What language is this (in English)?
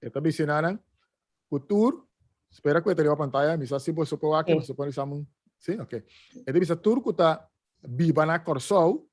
Papiamento